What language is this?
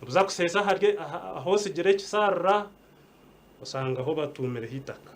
Nyankole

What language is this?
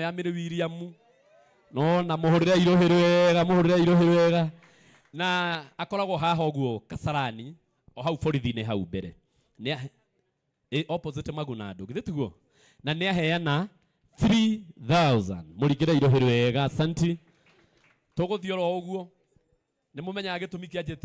Kikuyu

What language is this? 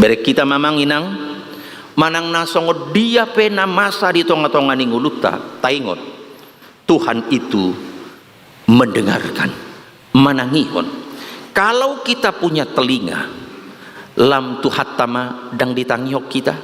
Batak Toba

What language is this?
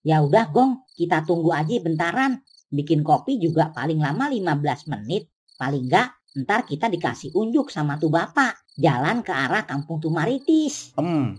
Betawi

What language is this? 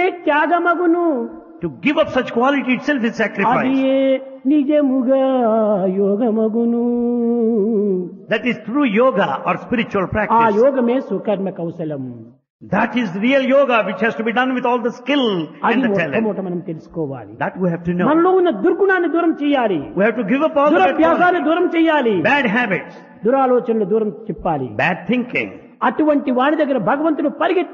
Telugu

